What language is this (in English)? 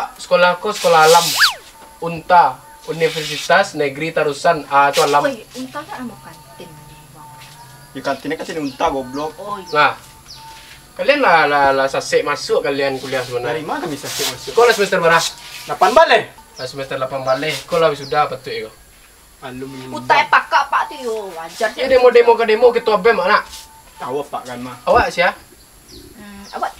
Minangkabau